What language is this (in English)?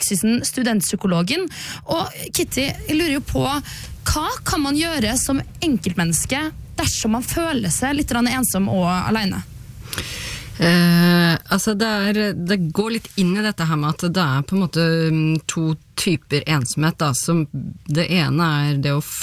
Norwegian